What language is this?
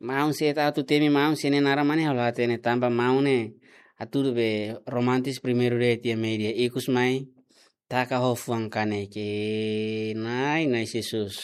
Tetum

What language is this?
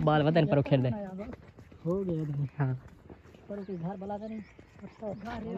Saraiki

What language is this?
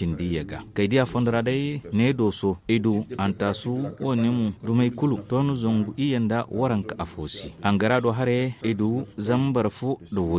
Zarma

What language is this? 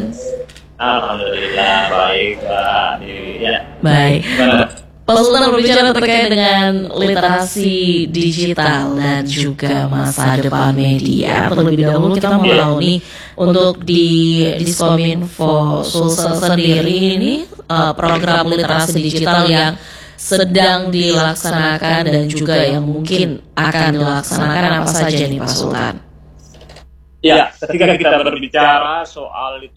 Indonesian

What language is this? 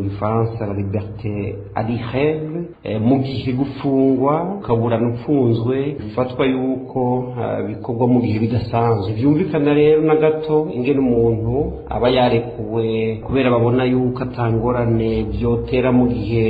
Rundi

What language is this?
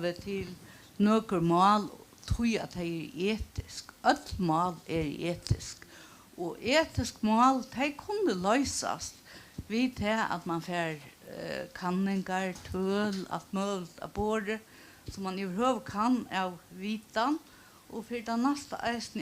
Faroese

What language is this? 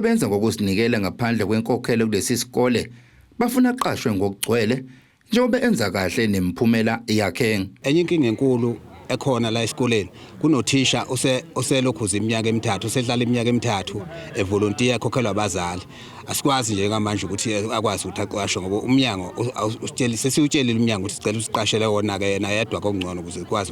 Zulu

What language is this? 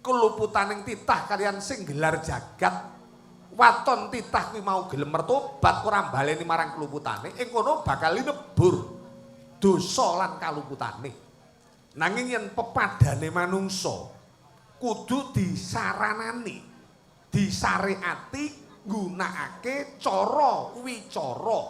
Javanese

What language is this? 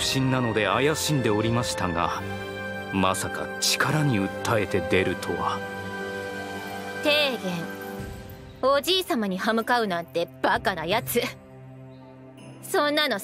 Japanese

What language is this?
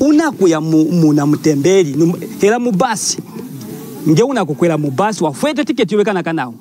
Lunda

